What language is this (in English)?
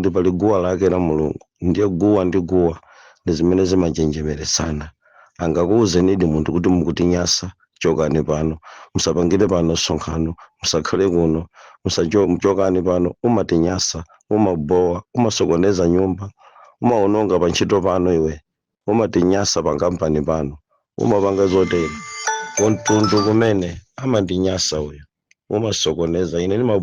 Nyanja